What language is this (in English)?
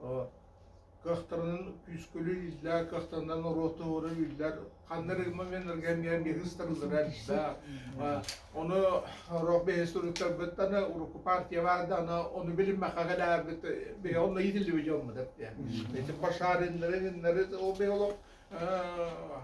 Yakut